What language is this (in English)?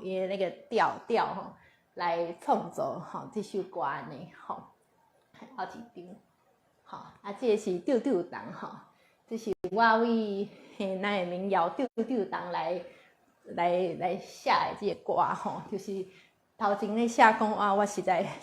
Min Nan Chinese